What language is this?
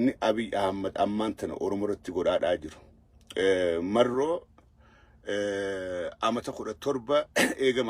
Oromo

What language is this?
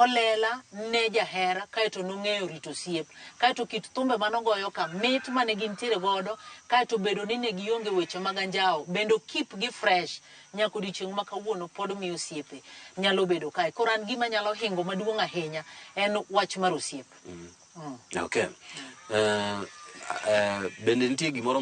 Luo (Kenya and Tanzania)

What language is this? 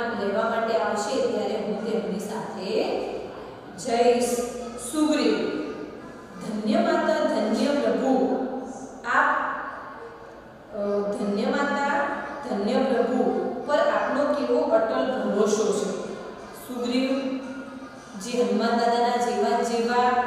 Gujarati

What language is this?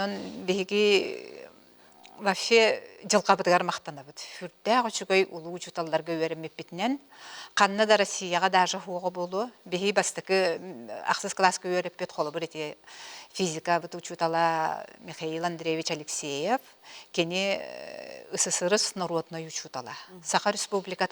Yakut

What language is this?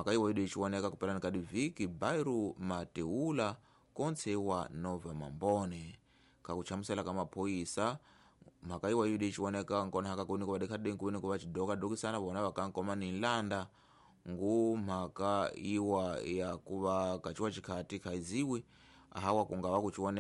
Tsonga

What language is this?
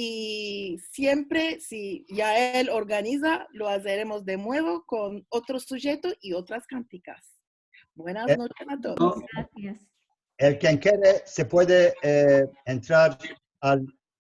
Ladino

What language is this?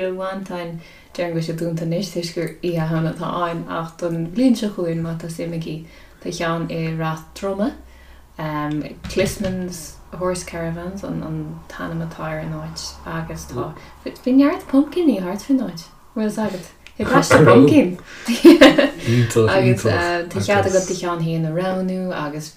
Irish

